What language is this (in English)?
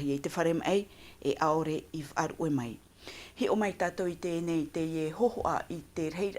Tahitian